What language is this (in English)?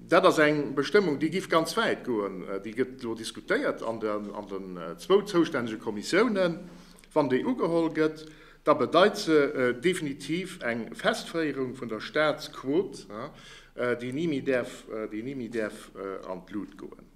Luxembourgish